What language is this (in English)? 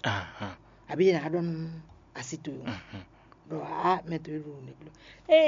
Fon